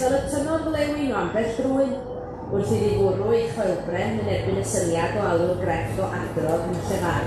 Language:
Welsh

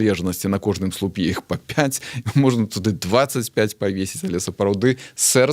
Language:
Belarusian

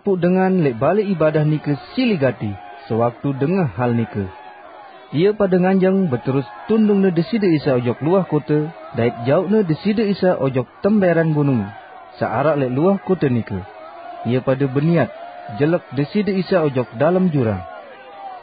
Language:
Sasak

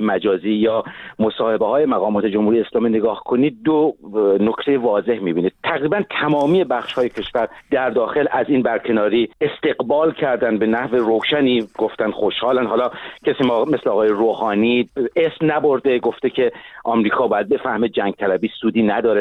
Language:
Persian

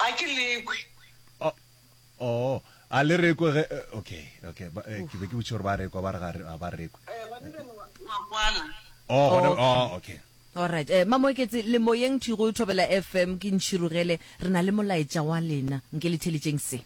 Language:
Northern Sotho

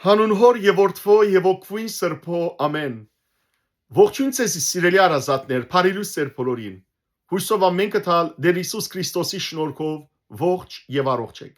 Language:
Western Armenian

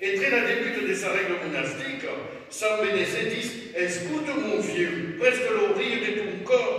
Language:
Occitan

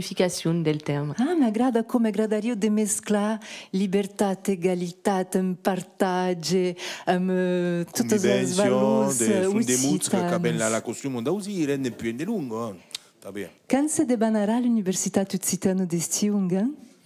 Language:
Occitan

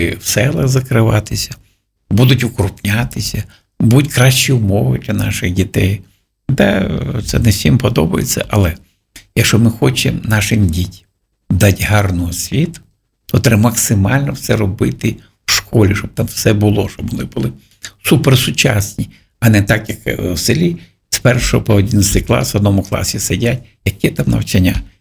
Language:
Ukrainian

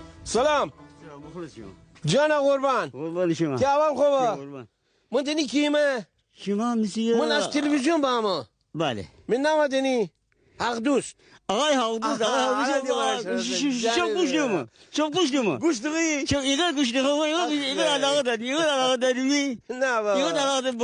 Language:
Gilaki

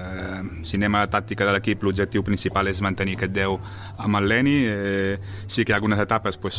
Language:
Catalan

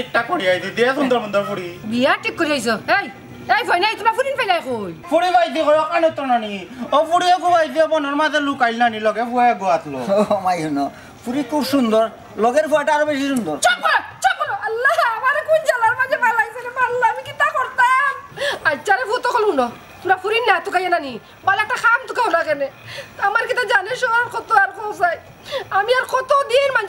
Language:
Sylheti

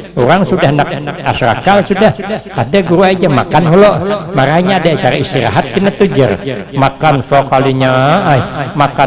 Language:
Banjar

